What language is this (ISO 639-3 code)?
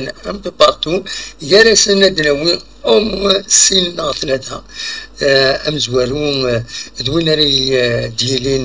kab